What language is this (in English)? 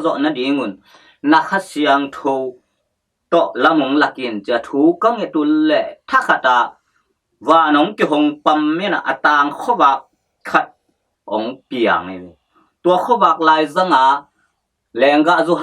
Tedim Chin